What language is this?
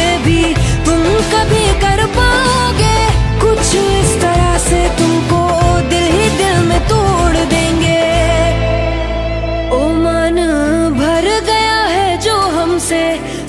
Hindi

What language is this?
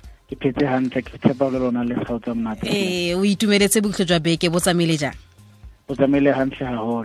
Southern Sotho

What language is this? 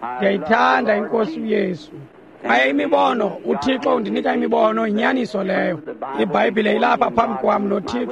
Xhosa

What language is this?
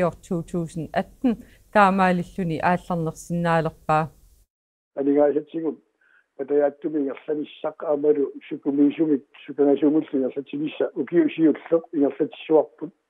Kalaallisut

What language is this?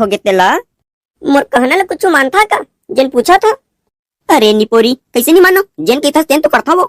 Chhattisgarhi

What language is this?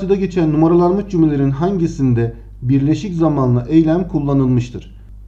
Turkish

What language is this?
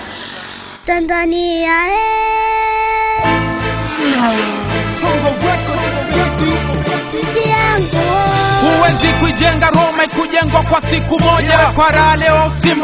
Swahili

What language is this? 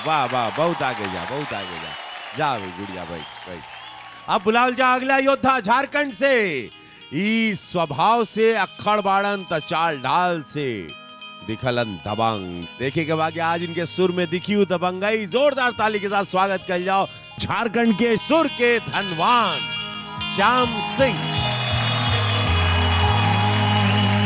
Bhojpuri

